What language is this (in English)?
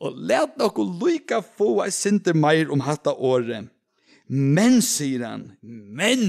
Faroese